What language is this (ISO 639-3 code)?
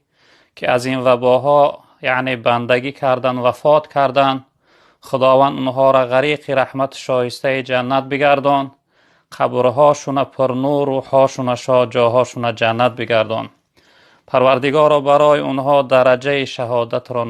tgk